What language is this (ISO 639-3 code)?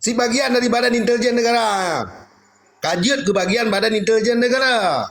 ace